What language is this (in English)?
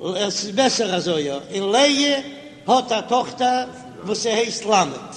Yiddish